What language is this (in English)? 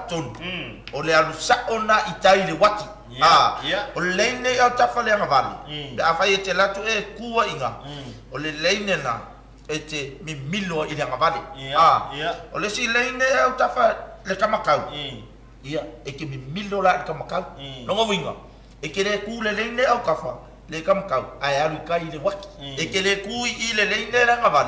Samoan